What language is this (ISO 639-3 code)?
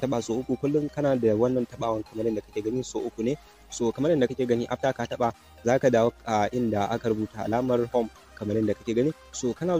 hau